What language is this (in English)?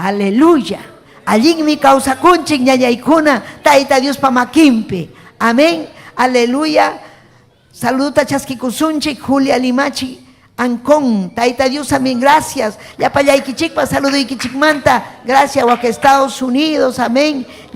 Ayacucho Quechua